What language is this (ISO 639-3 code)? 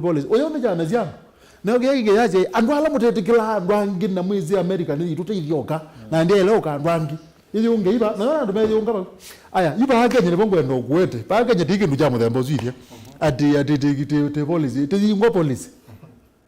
kam